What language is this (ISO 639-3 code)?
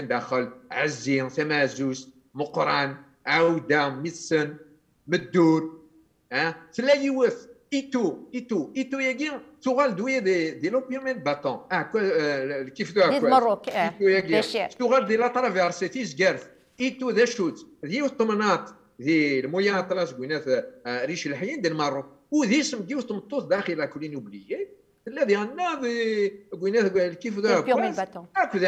kab